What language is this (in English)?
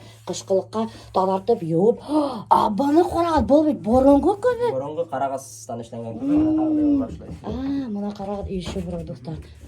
Bashkir